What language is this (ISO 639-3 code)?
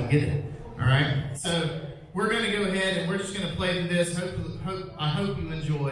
eng